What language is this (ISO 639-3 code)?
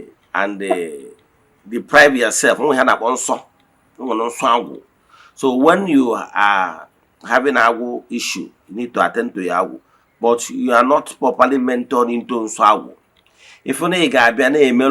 ibo